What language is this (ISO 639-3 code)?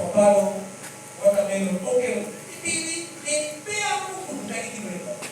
laj